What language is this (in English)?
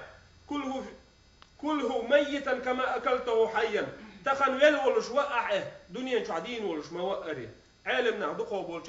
Chechen